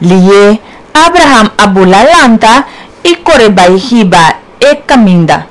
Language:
Papiamento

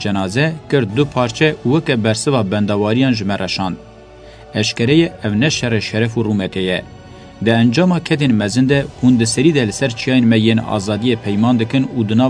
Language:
Kurdish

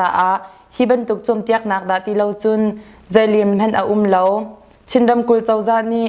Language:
Hakha Chin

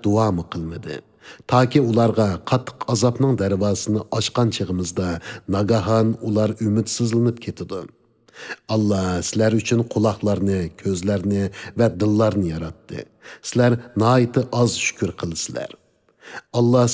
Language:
Uyghur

